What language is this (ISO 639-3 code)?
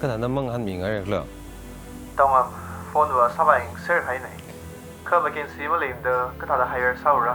nmf